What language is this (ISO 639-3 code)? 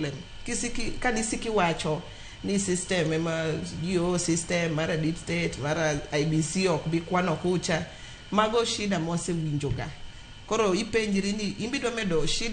luo